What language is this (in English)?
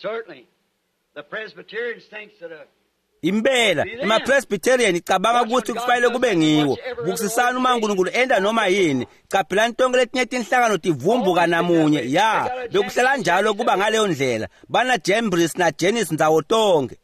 Swati